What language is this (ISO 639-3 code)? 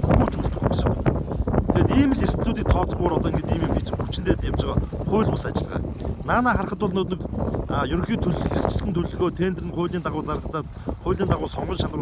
mon